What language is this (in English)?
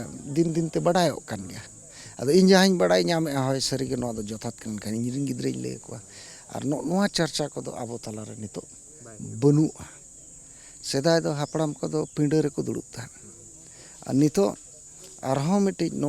Santali